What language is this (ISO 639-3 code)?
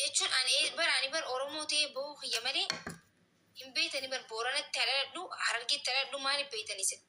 orm